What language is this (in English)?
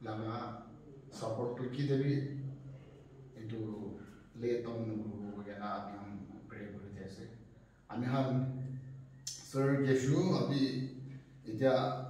Naga Pidgin